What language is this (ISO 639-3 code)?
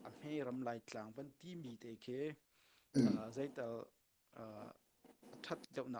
cnh